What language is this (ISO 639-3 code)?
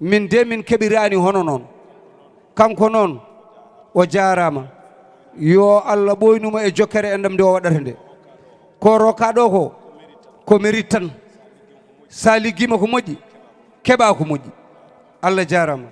ful